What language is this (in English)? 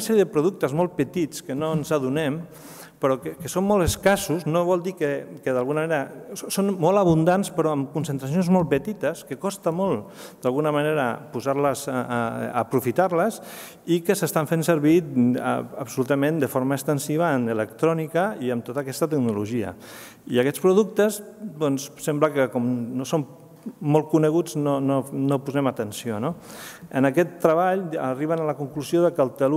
Catalan